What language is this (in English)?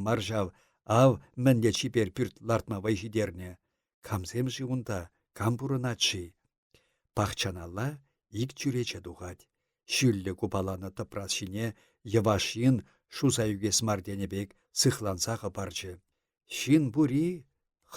Chuvash